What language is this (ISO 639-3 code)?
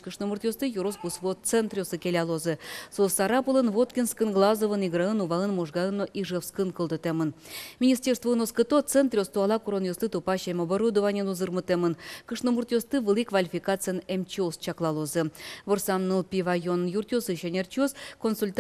udm